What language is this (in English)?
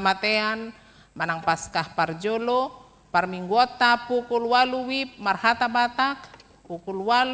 Batak Toba